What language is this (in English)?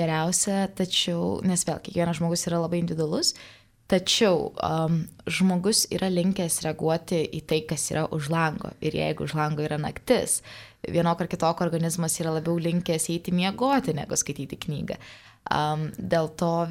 Lithuanian